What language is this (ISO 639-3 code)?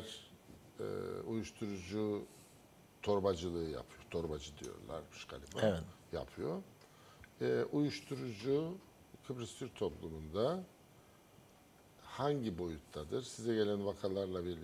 tur